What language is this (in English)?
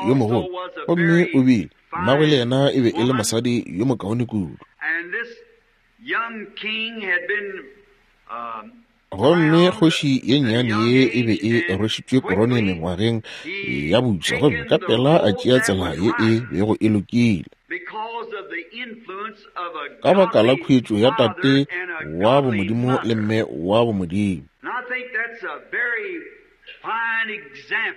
Northern Sotho